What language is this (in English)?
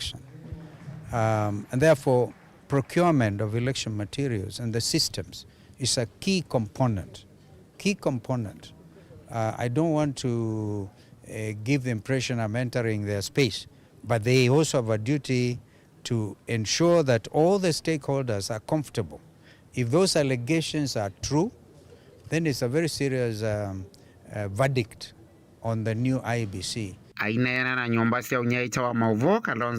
Kamba